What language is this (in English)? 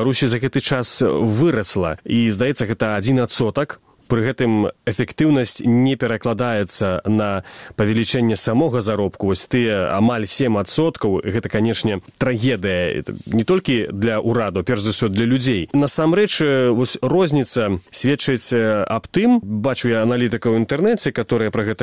Belarusian